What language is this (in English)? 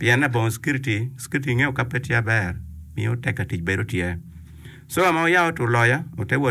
Acoli